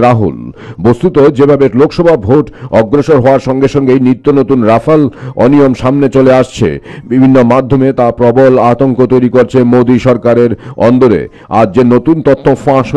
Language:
Bangla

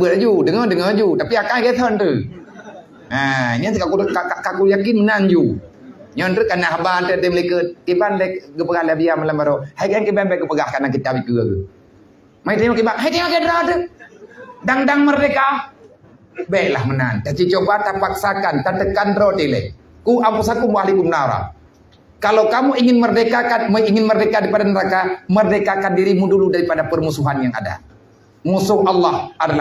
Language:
Achinese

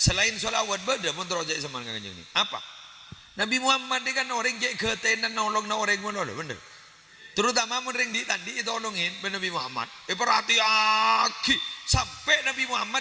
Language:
Madurese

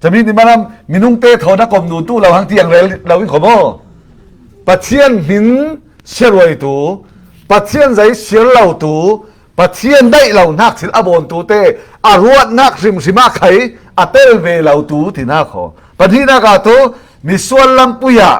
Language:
Falam Chin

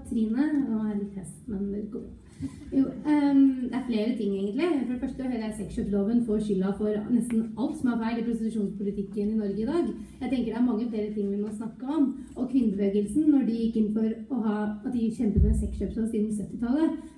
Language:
Norwegian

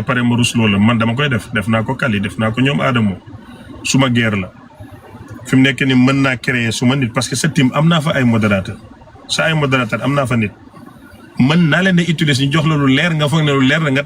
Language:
Wolof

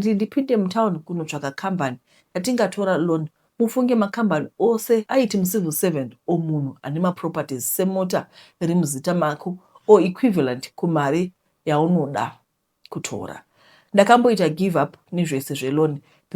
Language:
Shona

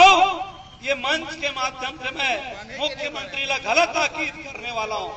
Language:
Chhattisgarhi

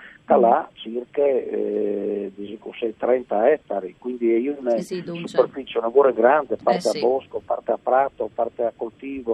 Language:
Friulian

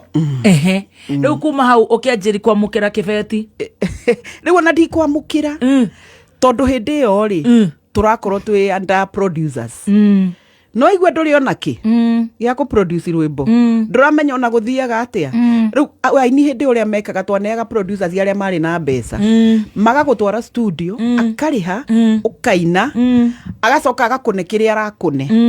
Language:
Kikuyu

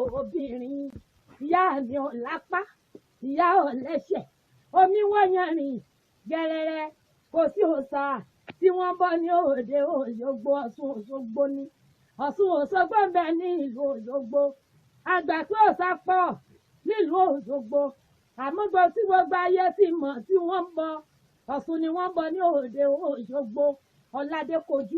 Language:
Yoruba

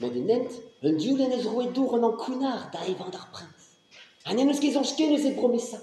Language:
Breton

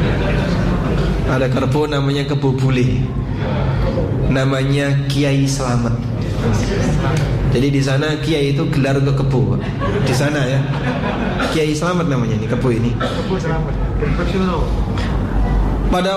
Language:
Indonesian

